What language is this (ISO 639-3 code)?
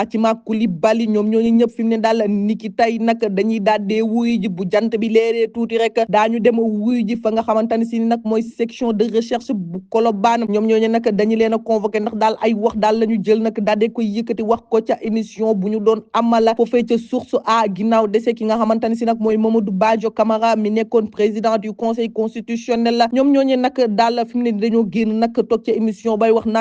wol